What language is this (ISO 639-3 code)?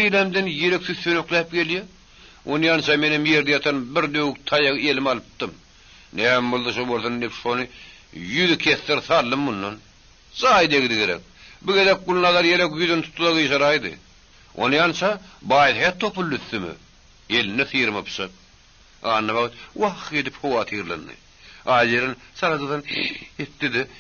tuk